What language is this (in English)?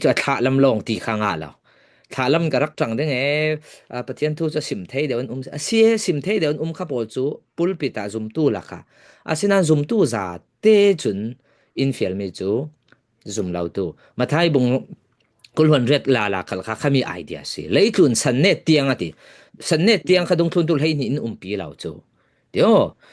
Falam Chin